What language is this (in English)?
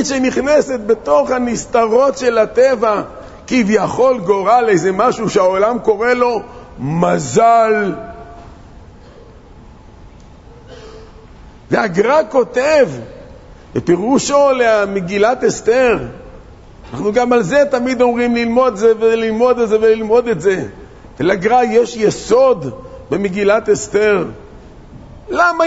Hebrew